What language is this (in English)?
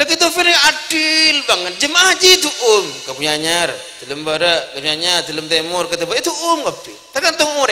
Madurese